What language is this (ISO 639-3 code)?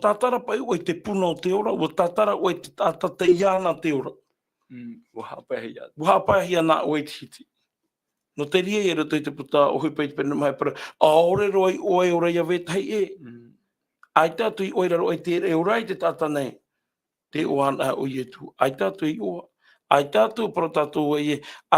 tah